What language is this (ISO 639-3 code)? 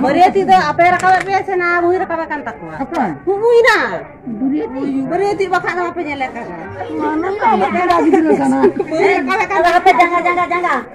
sat